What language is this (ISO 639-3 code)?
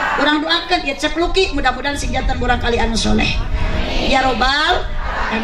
sun